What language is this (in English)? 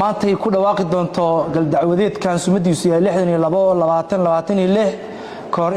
Somali